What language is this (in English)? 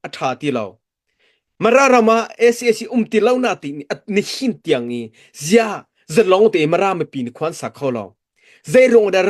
Hakha Chin